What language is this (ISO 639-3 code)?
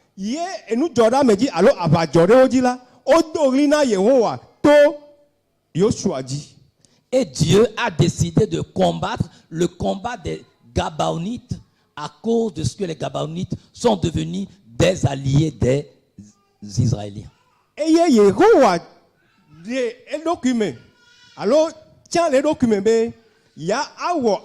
ewe